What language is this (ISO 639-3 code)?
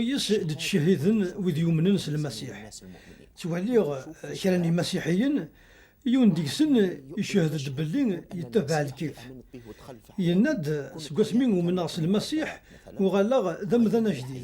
kab